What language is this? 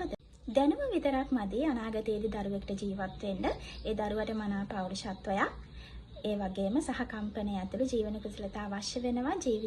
Sinhala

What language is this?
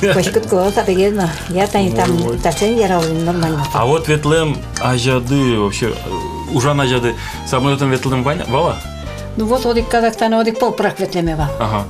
Udmurt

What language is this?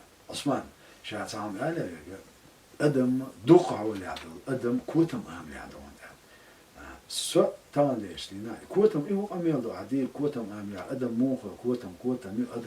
Chechen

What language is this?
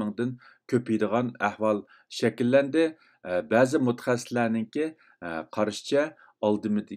Uyghur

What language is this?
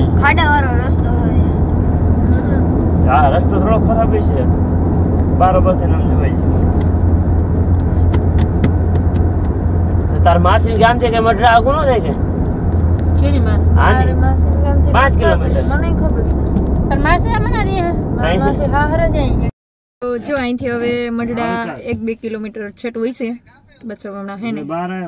Gujarati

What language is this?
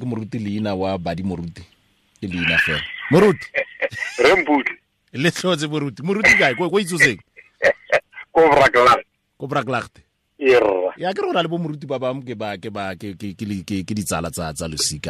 Tswana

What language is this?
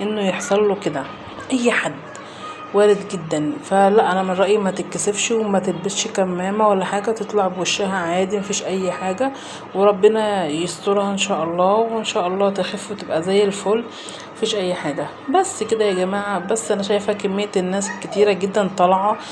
Egyptian Arabic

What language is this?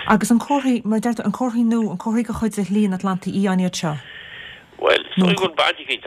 Irish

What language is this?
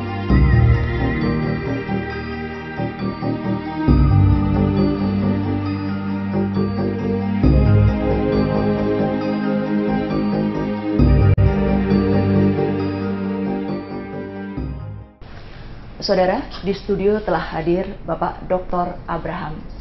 Indonesian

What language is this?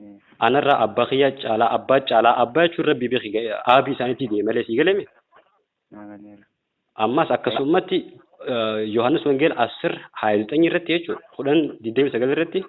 Oromo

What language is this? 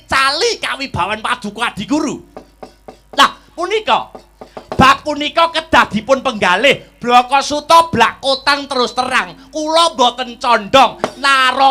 Javanese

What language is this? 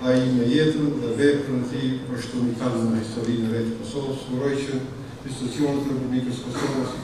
Albanian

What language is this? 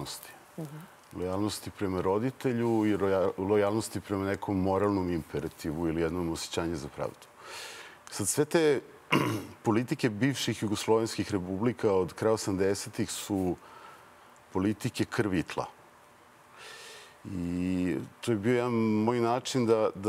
Serbian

